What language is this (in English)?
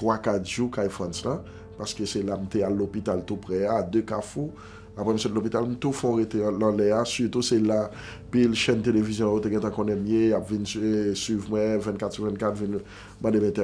Haitian Creole